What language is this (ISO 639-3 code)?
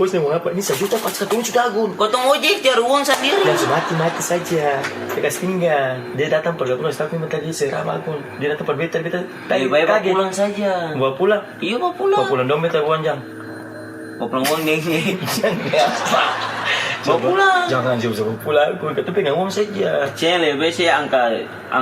abs